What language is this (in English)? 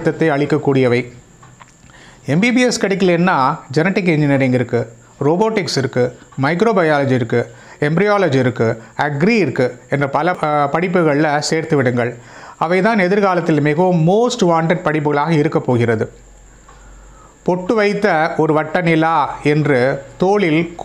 Tamil